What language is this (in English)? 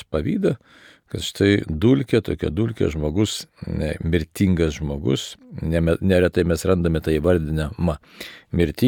Lithuanian